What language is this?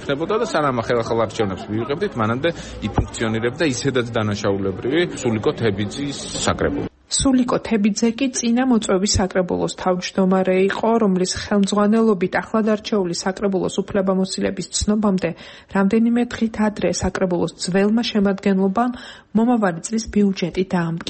Georgian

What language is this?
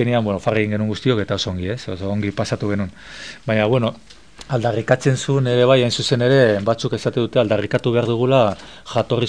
Basque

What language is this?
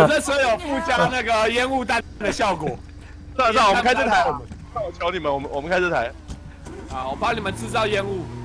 Chinese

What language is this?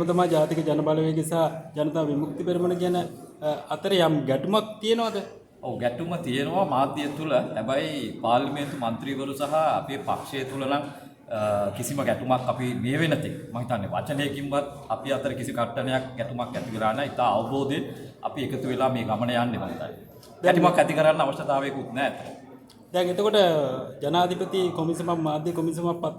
Sinhala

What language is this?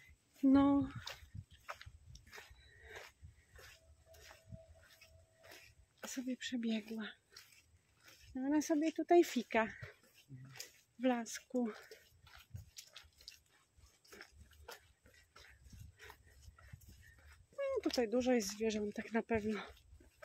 Polish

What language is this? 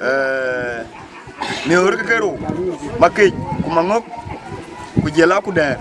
Dinka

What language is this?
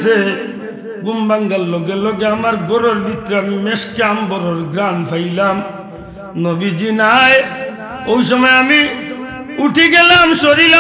Sylheti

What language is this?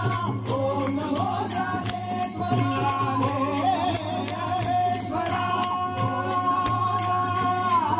Marathi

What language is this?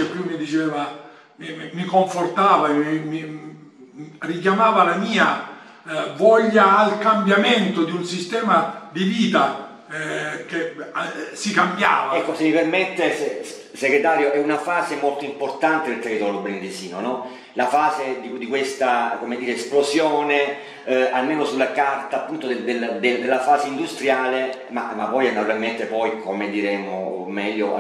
Italian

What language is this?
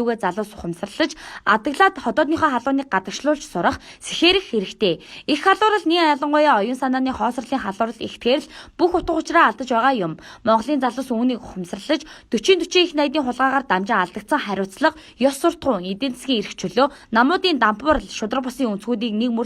Mongolian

